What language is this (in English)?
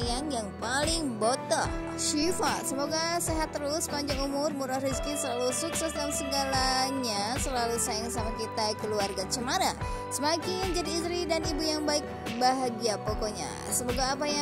Indonesian